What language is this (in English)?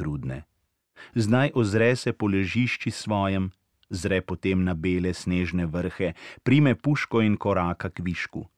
Slovenian